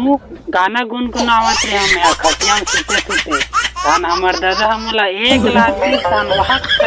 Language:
Chhattisgarhi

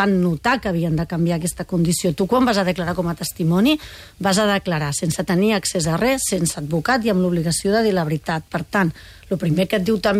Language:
Catalan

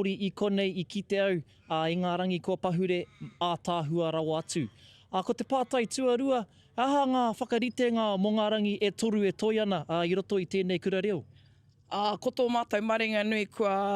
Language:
Māori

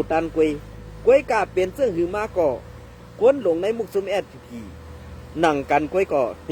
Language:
Shan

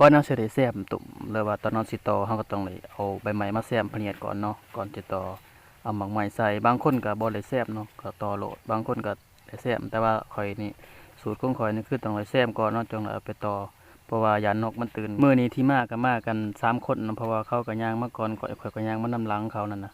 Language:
Lao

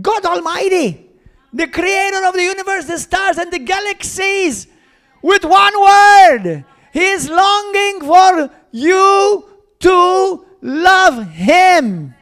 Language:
English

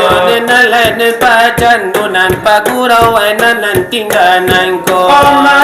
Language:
Minangkabau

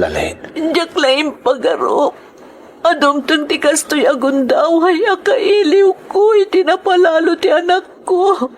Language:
Iloko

